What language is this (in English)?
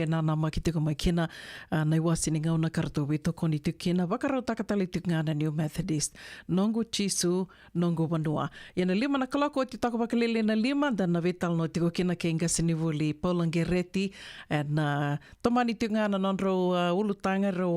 Fijian